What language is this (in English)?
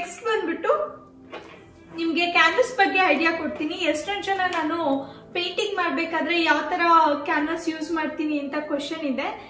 Kannada